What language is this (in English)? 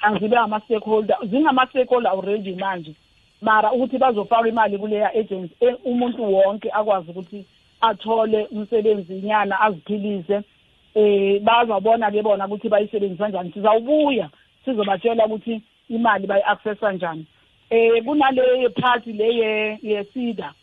South Ndebele